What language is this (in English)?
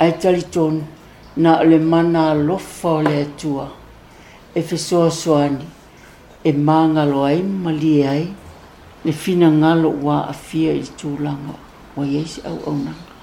Samoan